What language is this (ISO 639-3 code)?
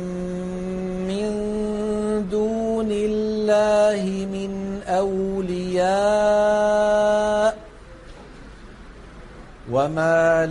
ara